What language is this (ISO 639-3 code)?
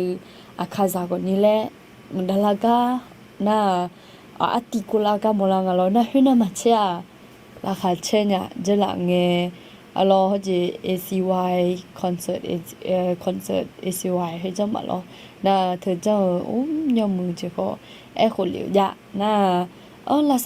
ahk